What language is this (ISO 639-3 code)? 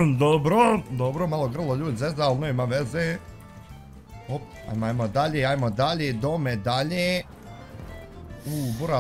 bos